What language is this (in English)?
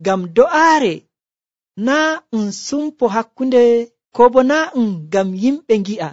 Nigerian Fulfulde